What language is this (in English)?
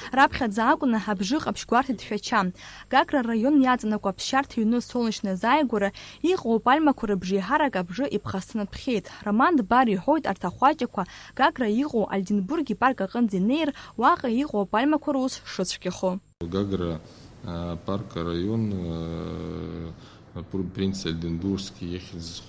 Abkhazian